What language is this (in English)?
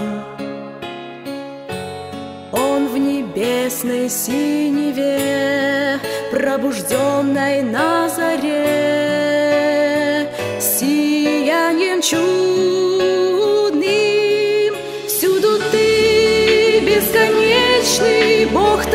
Russian